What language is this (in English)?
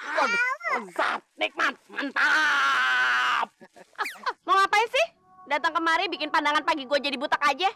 Betawi